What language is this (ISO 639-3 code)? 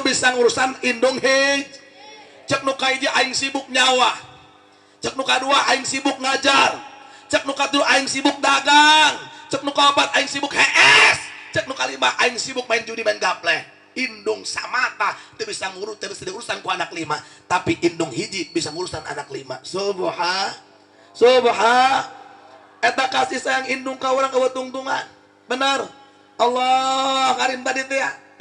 sun